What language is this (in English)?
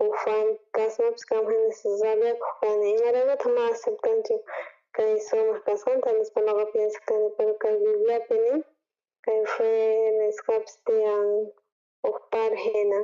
South Bolivian Quechua